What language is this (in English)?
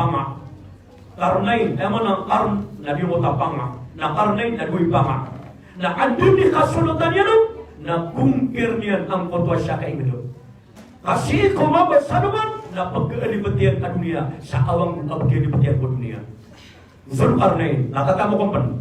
Maranao